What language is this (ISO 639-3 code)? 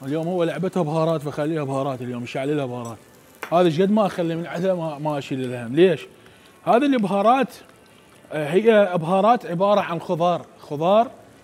acm